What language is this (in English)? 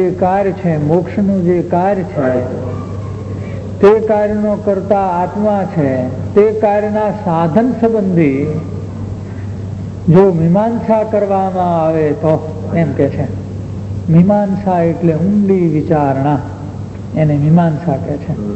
Gujarati